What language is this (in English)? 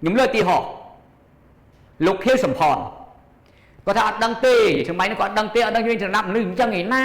Khmer